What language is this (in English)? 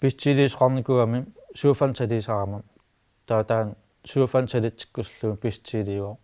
Kalaallisut